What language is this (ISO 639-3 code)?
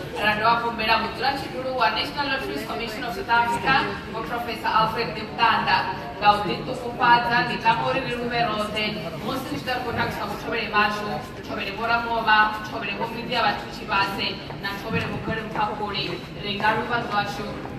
ven